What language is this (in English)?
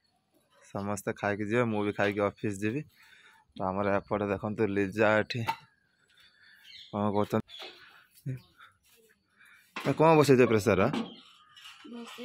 Odia